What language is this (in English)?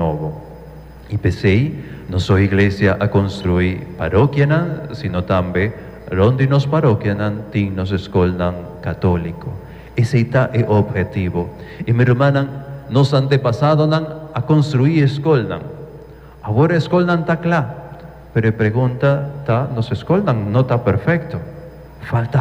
Papiamento